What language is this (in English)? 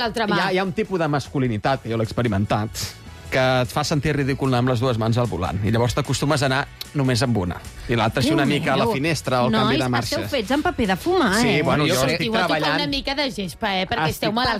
Catalan